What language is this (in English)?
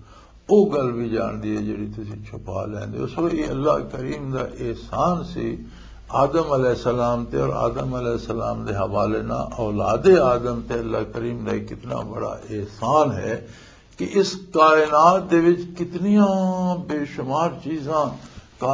Western Panjabi